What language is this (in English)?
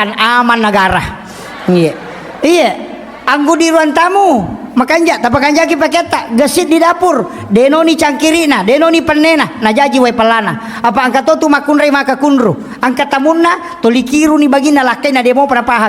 Buginese